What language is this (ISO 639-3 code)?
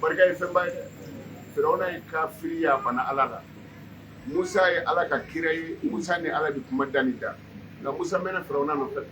bam